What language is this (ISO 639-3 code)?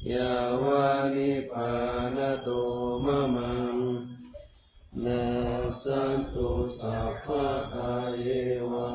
pli